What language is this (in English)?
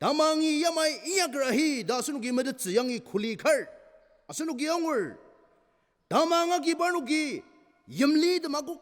Ao Naga